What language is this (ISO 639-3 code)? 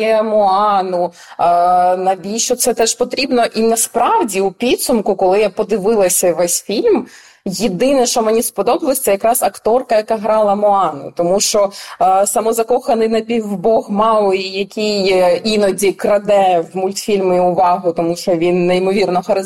ukr